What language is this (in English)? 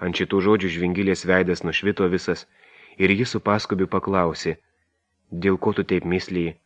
Lithuanian